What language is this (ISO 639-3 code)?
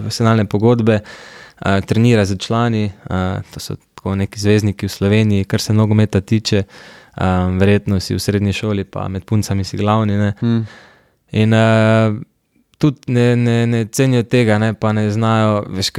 slv